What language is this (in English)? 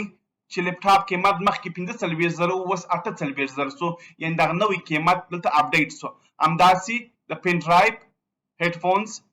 Pashto